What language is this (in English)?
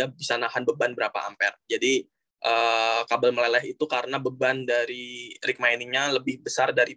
Indonesian